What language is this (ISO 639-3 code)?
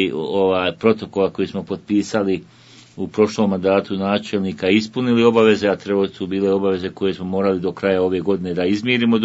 bos